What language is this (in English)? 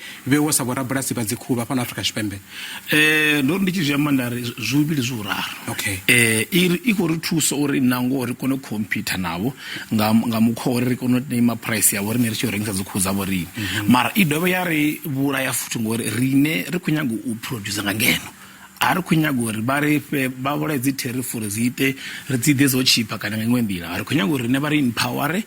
Venda